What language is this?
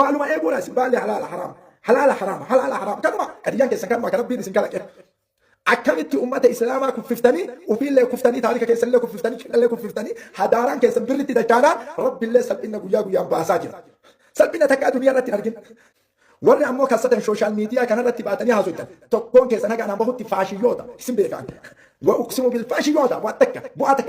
Oromo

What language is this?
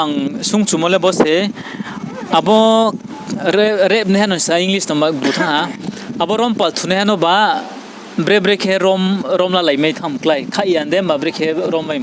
Riang (India)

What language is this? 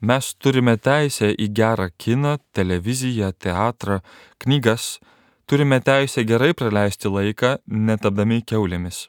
Lithuanian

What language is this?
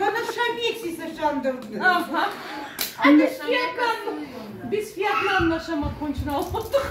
Crimean Tatar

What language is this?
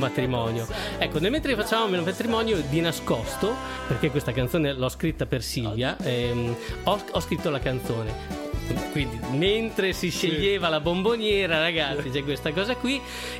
Italian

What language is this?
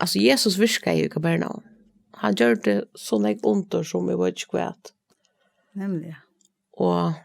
Faroese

